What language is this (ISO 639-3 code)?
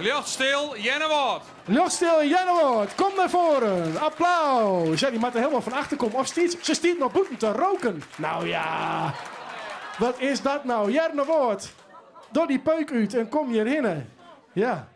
fry